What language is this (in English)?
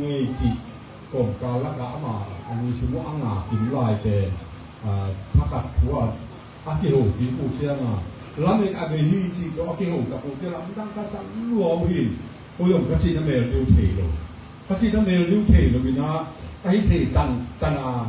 Tedim Chin